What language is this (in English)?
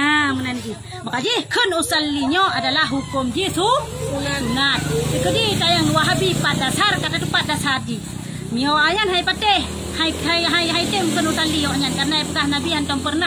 Achinese